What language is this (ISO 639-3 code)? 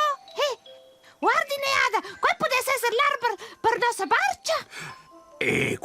roh